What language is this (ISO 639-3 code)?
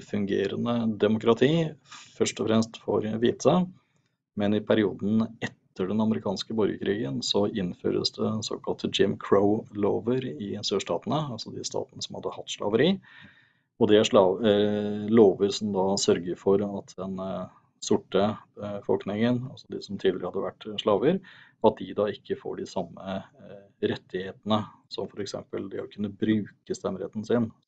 nor